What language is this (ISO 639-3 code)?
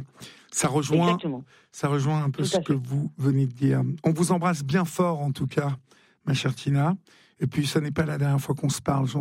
fra